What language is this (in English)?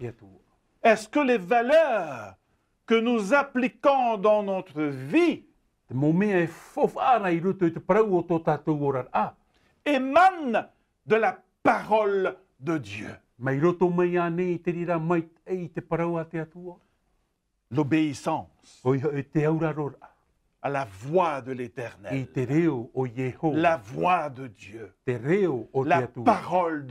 Tahitian